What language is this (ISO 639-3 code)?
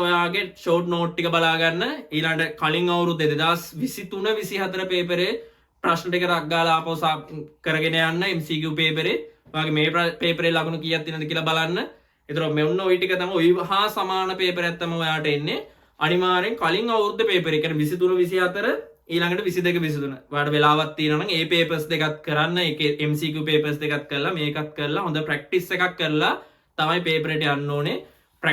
sin